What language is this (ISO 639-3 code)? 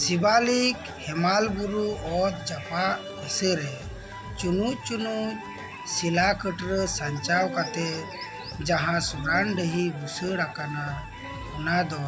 sat